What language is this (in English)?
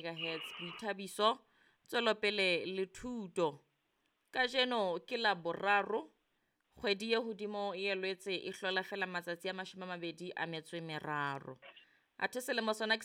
Southern Sotho